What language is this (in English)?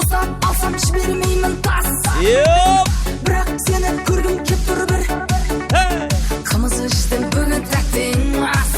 Kara-Kalpak